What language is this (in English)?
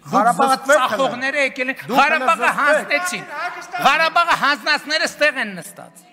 Armenian